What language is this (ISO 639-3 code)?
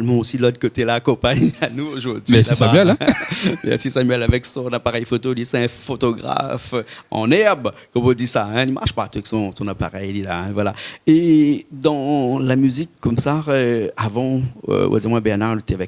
rcf